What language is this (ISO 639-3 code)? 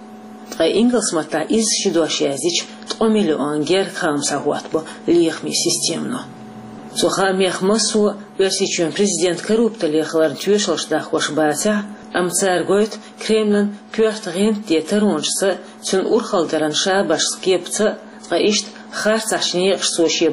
che